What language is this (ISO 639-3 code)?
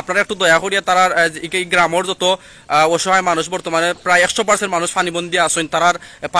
syl